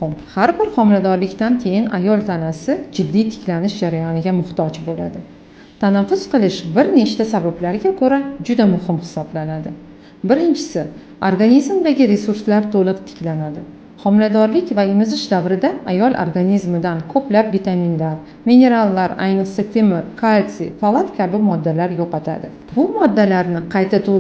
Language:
Uzbek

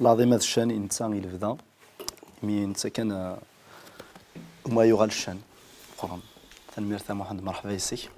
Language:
Kabyle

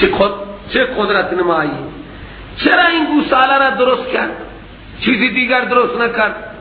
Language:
Persian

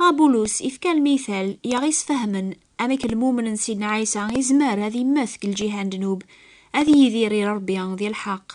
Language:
Kabyle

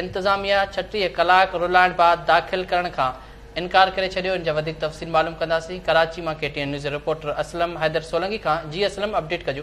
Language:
Sindhi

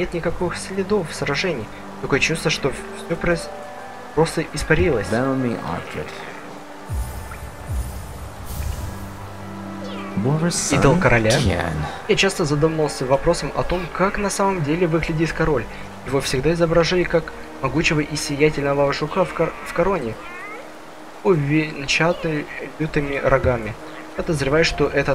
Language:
Russian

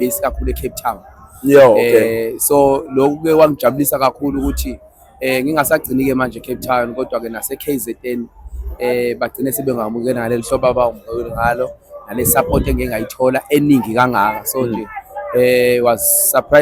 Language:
Zulu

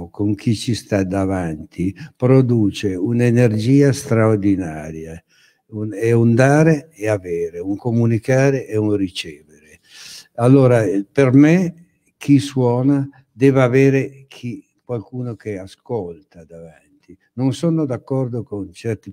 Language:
Italian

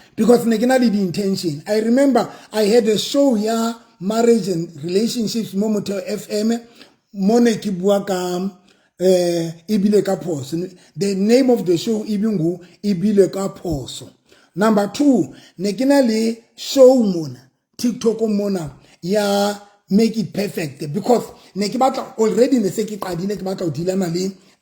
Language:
Southern Sotho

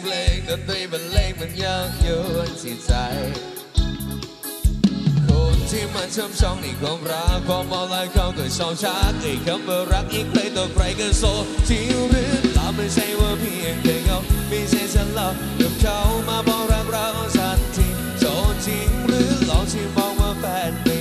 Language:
Thai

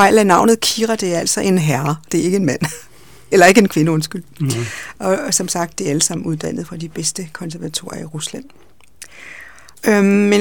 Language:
Danish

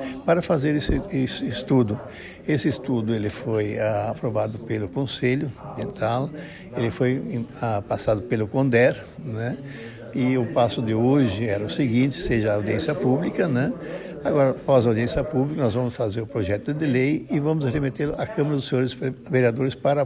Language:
Portuguese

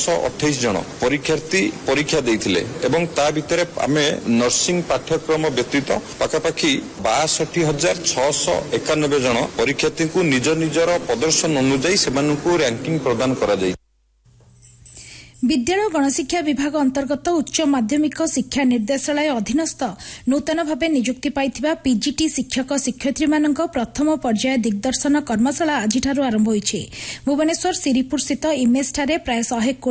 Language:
Odia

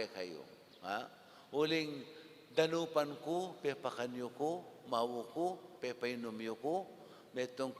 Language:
Pampanga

